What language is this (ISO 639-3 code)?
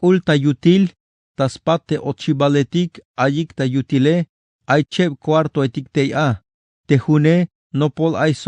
tzh